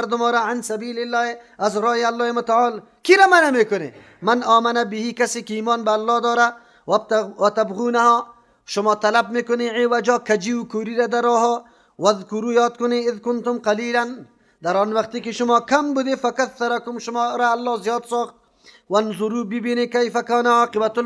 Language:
Persian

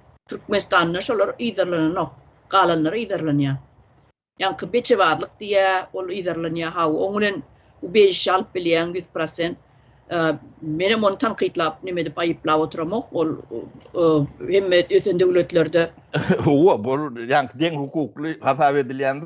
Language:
Turkmen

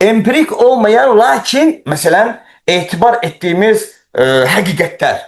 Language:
Azerbaijani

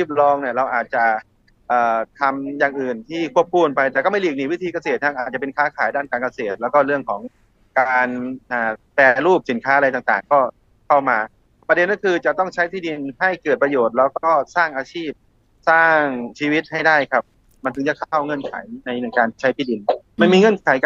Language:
Thai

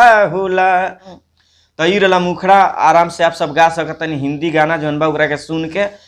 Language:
Bhojpuri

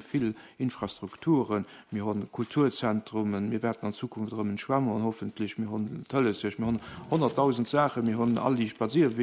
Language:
Luxembourgish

